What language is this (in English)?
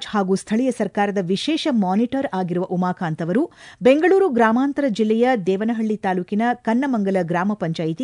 Kannada